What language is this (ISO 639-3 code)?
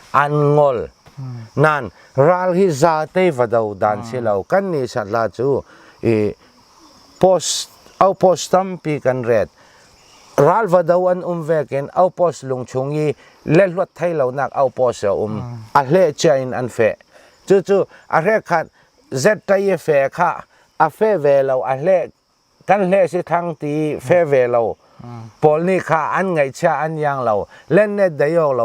cnh